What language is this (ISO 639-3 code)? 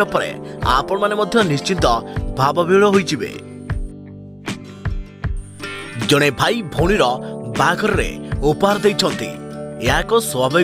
ori